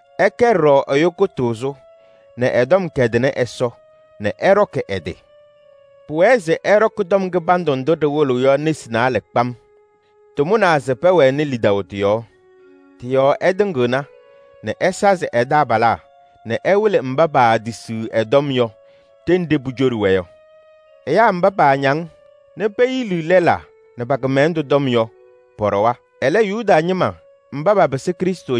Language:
Kabiyè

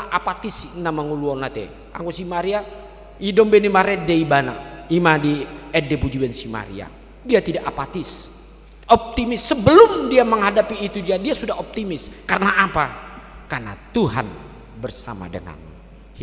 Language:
Batak Toba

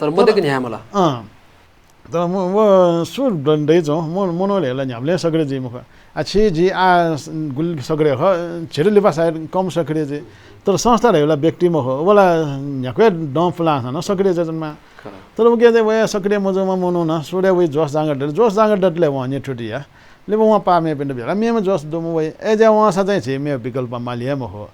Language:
Newari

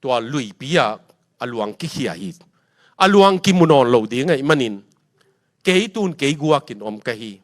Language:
Tedim Chin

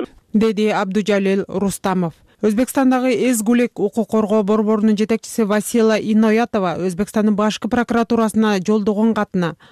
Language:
Kyrgyz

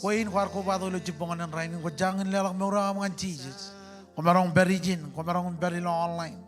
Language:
Marshallese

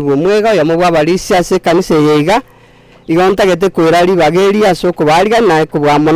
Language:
Gusii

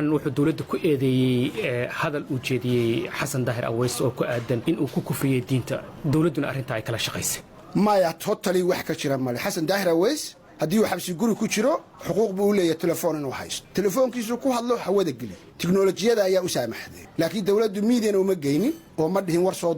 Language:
Somali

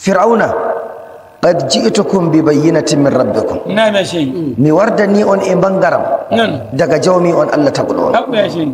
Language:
Nigerian Fulfulde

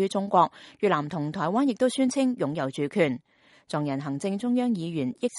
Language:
Cantonese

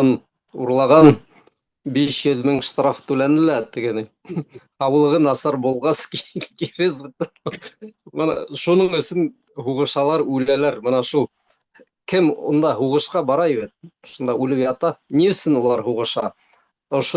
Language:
Bashkir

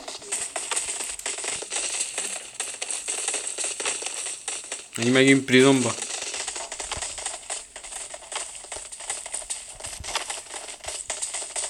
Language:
Hungarian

